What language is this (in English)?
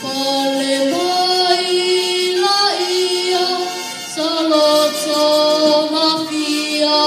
Samoan